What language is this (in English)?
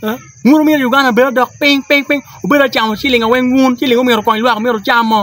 Acoli